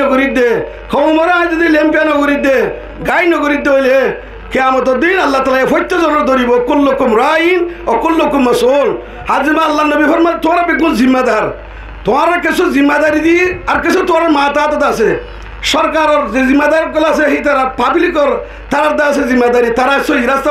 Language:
Rohingya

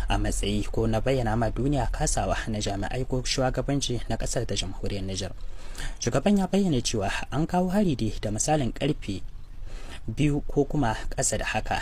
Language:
Hausa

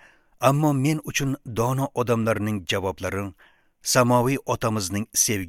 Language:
Uzbek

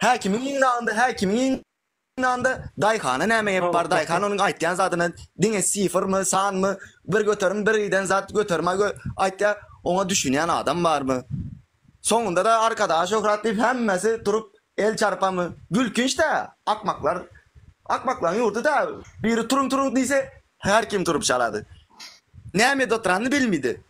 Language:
Turkmen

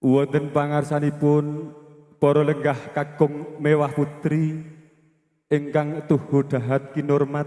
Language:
Javanese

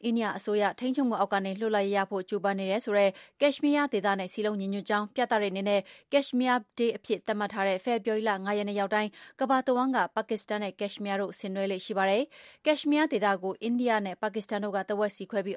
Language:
Burmese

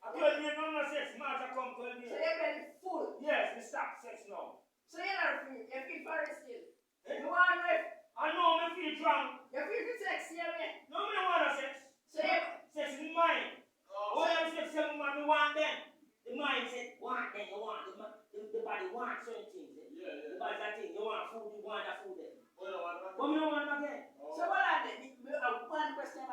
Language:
Jamaican Creole English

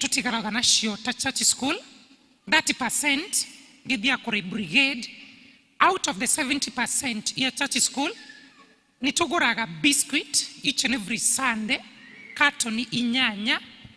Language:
Kikuyu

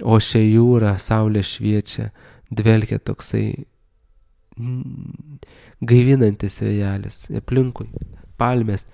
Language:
Lithuanian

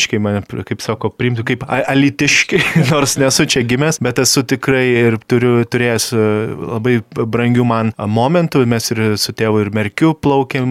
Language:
Lithuanian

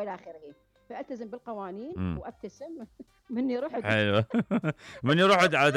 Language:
Mesopotamian Arabic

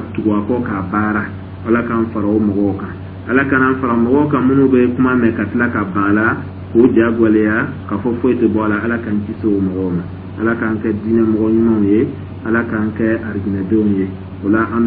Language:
Dyula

